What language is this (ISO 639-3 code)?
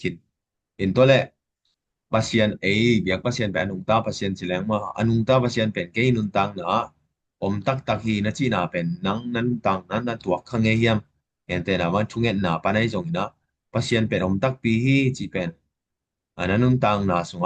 ctd